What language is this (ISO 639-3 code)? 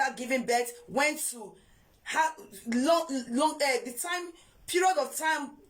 pcm